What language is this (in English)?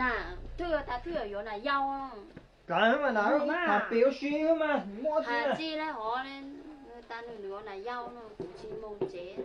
Hmong